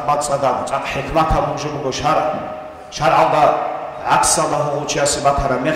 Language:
Avaric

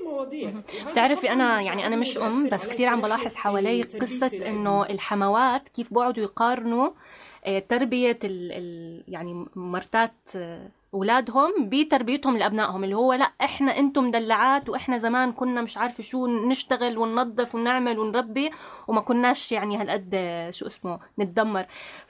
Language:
North Levantine Arabic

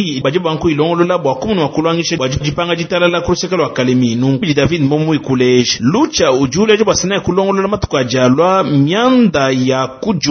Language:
Luba-Lulua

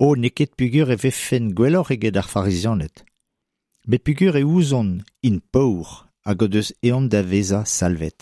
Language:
Breton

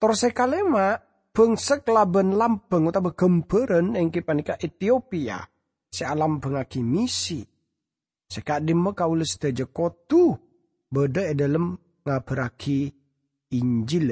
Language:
Madurese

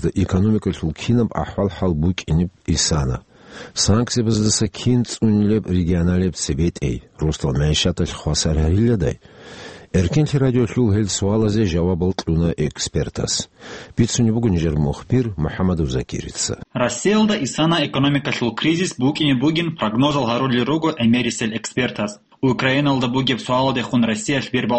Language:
Avaric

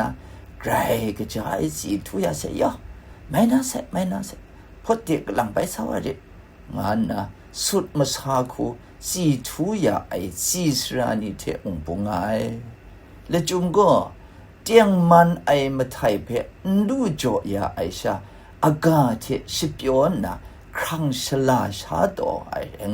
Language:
Kachin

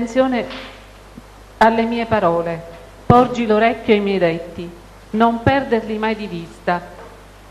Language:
Italian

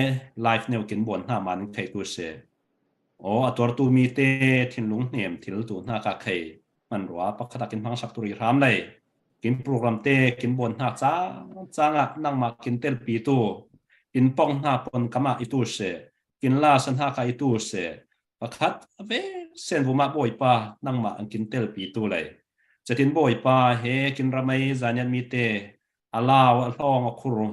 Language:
Falam Chin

